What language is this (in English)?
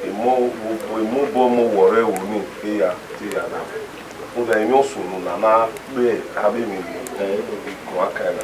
Bini